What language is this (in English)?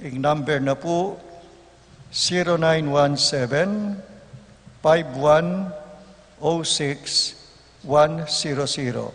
Pampanga